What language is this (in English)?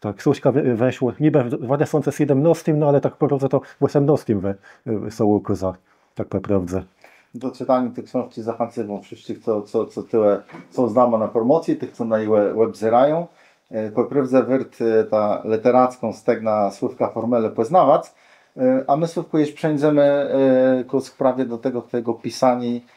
Kashubian